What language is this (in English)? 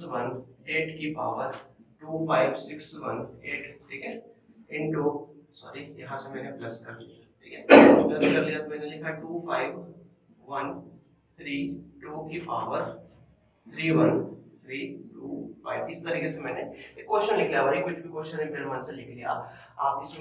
Hindi